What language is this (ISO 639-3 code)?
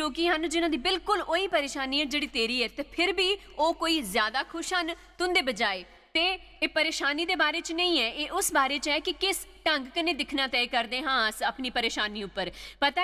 doi